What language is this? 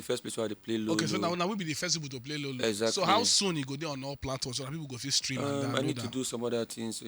Nigerian Pidgin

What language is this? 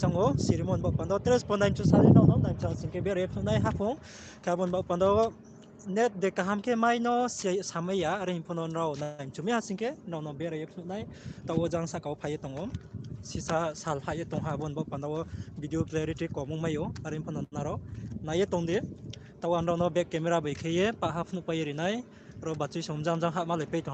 Riang (India)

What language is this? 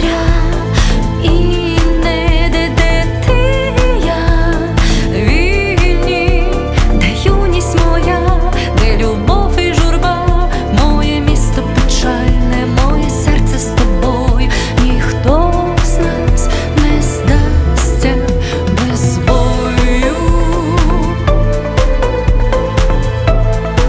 Ukrainian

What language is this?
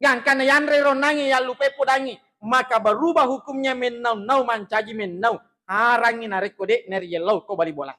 Buginese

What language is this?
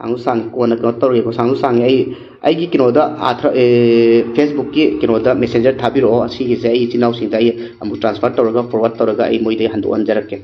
Manipuri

